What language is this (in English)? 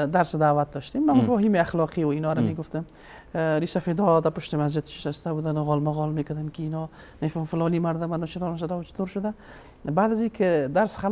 Persian